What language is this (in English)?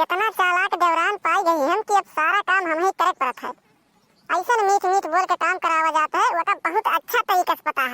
Awadhi